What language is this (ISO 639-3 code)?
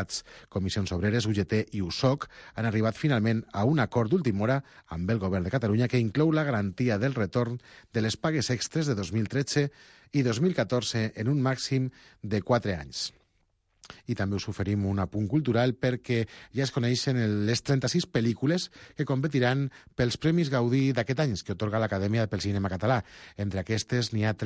cat